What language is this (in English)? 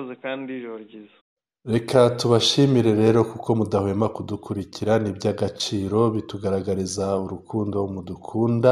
Kinyarwanda